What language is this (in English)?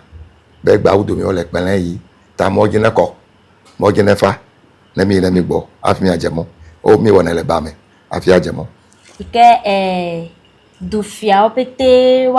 Ewe